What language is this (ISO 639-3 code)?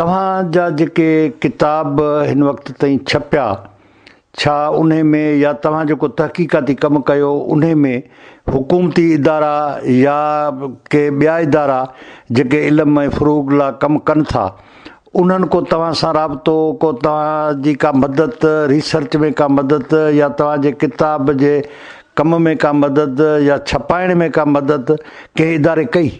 snd